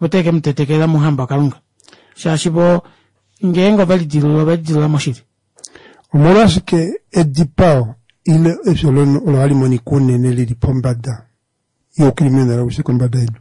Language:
Kuanyama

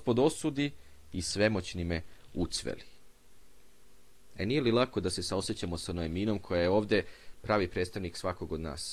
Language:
Serbian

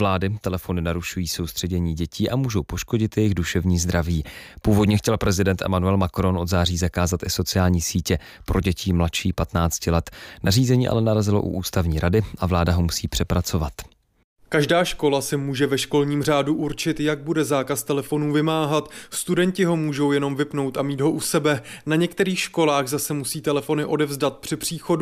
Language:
Czech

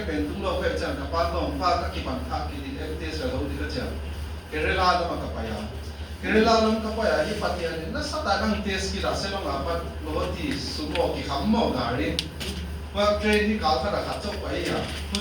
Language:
Tedim Chin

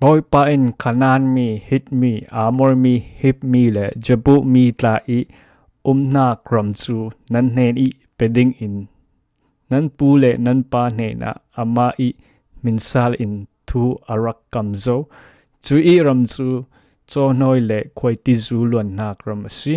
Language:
Falam Chin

